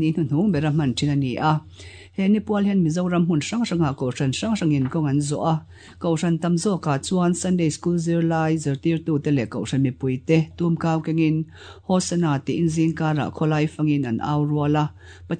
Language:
Mizo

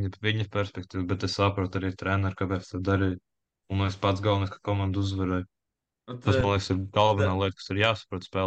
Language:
Latvian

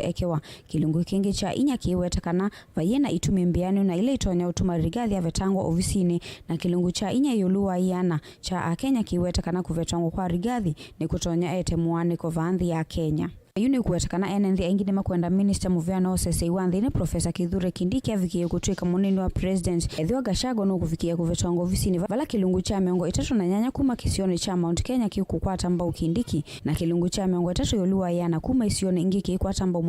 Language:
Kamba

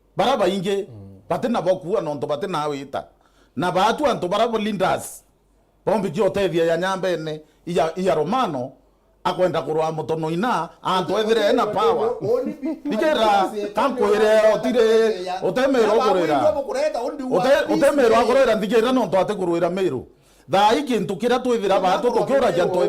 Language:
Meru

